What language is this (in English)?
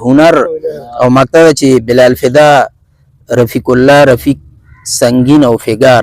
Pashto